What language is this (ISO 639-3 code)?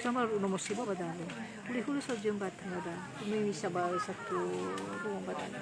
nia